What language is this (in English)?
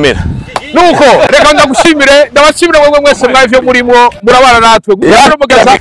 Rundi